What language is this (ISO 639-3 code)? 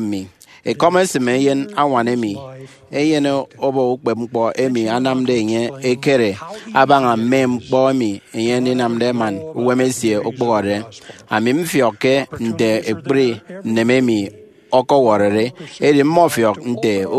efi